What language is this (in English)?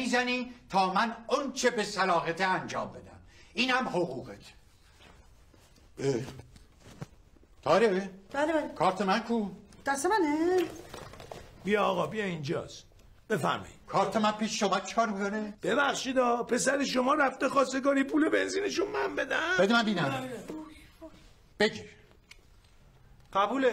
Persian